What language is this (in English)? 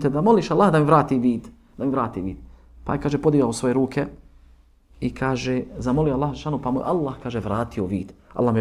Bosnian